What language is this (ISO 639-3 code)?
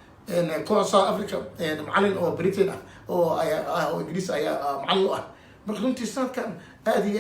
som